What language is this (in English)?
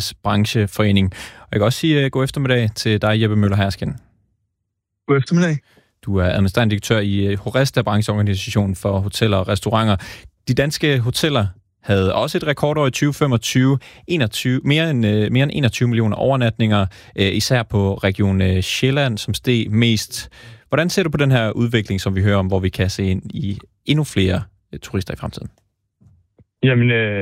Danish